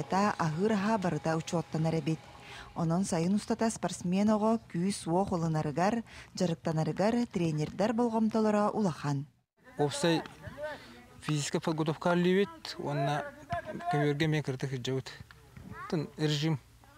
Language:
Yakut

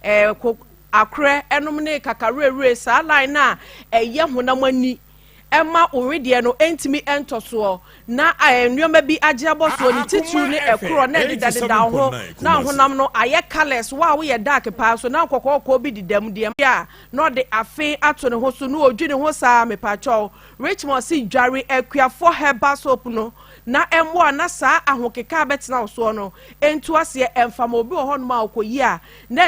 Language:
Akan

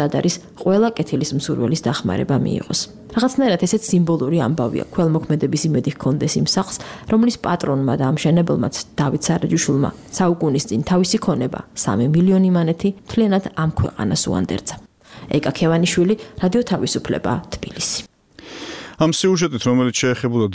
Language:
Georgian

